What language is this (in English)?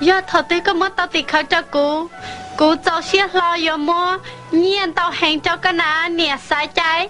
Hmong